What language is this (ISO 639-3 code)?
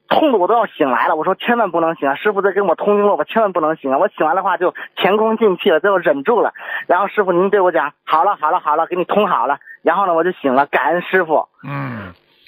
zho